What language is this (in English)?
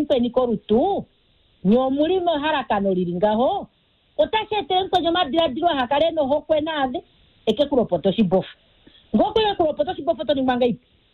Kuanyama